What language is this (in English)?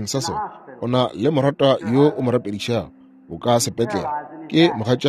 Northern Sotho